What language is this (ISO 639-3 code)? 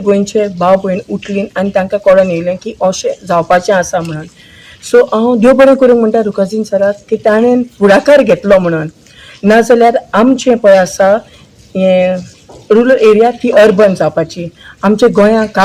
kok